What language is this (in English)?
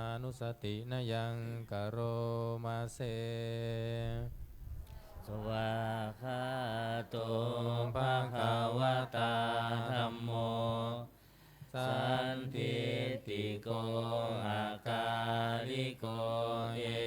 Pali